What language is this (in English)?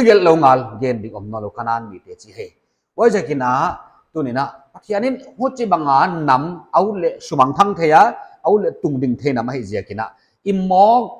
Paite Chin